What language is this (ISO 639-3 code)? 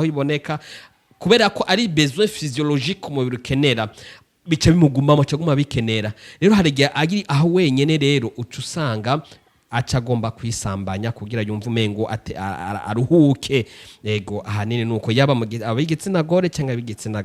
run